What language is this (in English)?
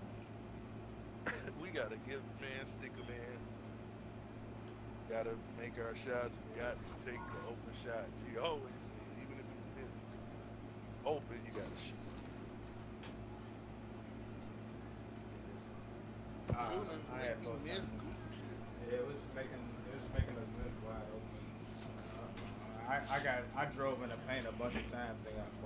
English